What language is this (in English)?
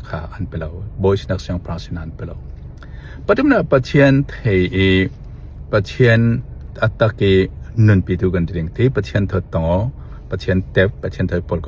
Falam Chin